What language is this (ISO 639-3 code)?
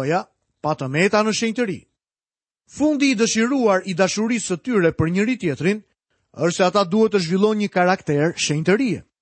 sqi